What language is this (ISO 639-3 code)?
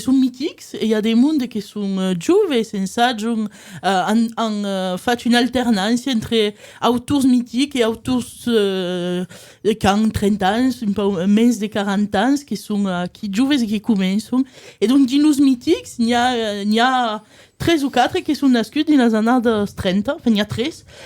oci